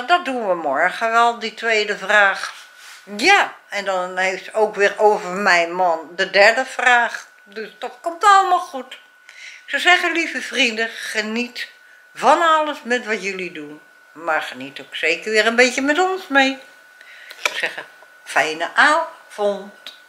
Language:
Dutch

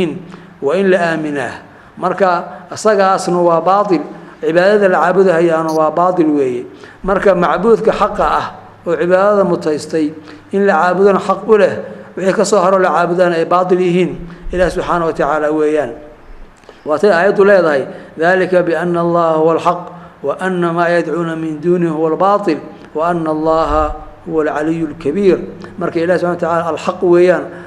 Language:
Somali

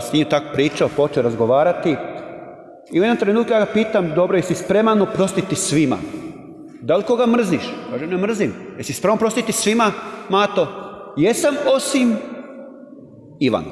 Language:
Croatian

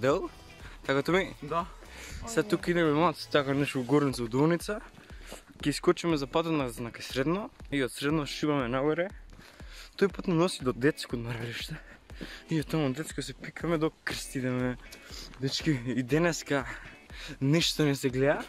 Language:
Macedonian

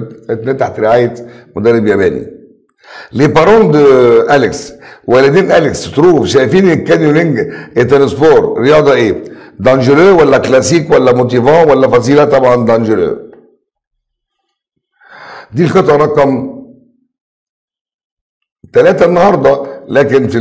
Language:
Egyptian Arabic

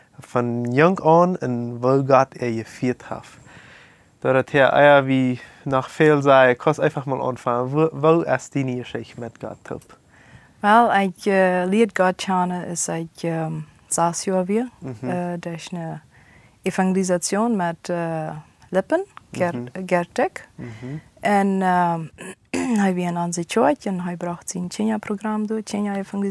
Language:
Plautdietsch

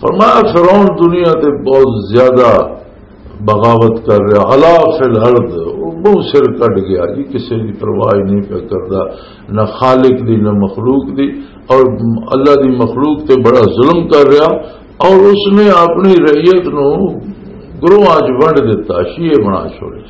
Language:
Western Panjabi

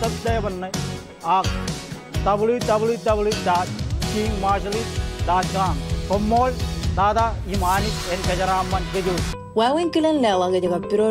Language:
Marshallese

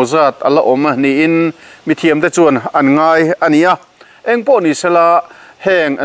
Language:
Mizo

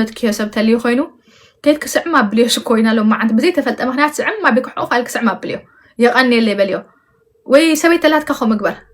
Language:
Tigrinya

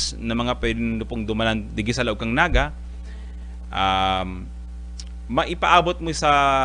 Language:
Bikol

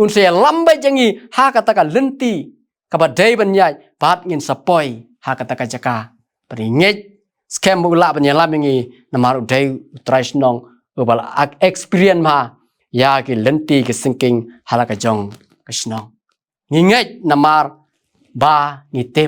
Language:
Khasi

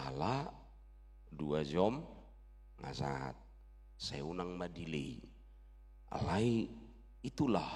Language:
Batak Toba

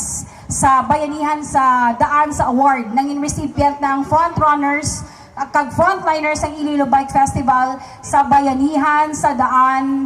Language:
Hiligaynon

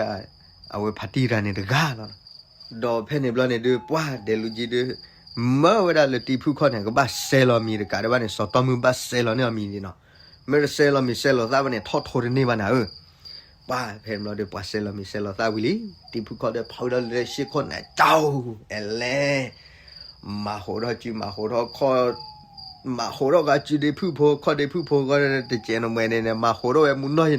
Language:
S'gaw Karen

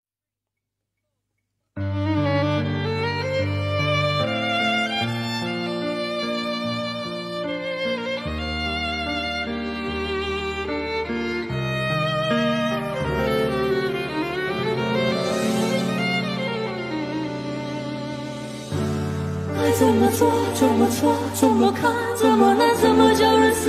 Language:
Chinese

